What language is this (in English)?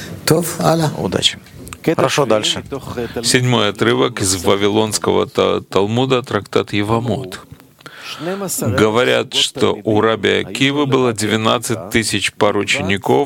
Russian